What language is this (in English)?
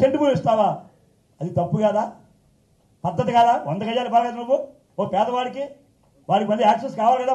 Telugu